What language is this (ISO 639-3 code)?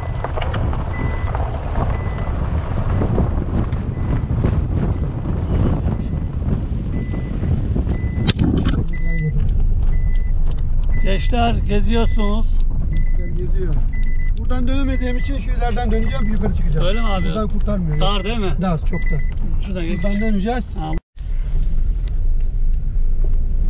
tur